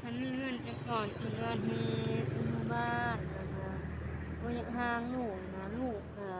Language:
Lao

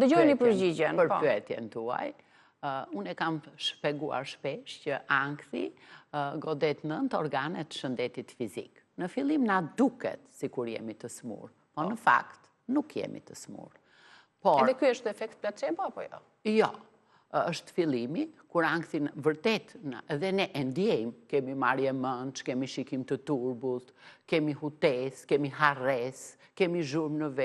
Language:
Albanian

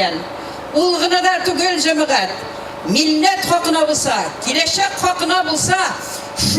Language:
Tatar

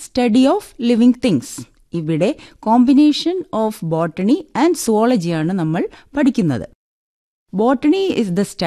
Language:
Malayalam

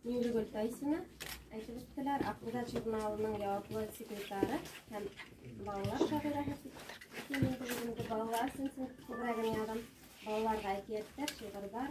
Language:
Bashkir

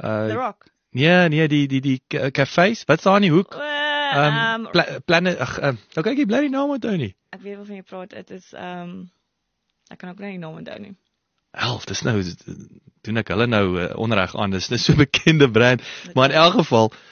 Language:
Afrikaans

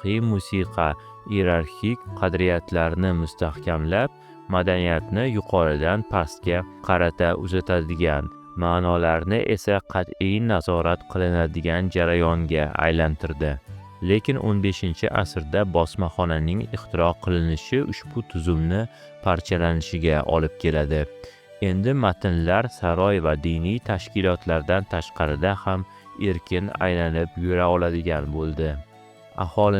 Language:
Uzbek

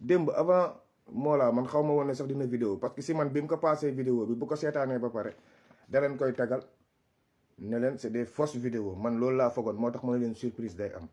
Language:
Wolof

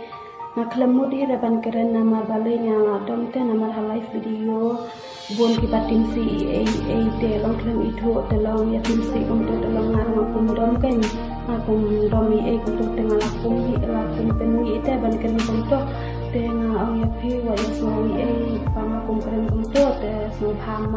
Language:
Khasi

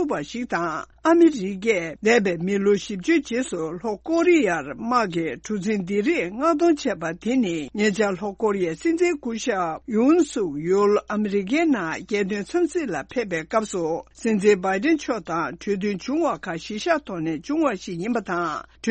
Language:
Tibetan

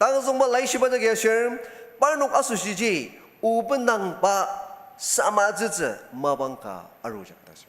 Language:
Ao Naga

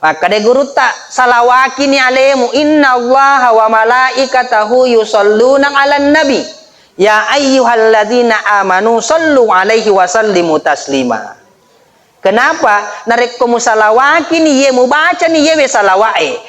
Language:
Buginese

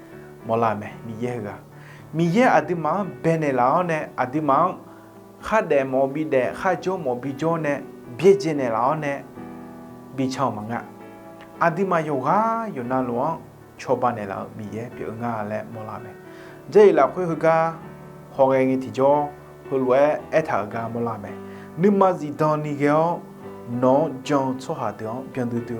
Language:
Akha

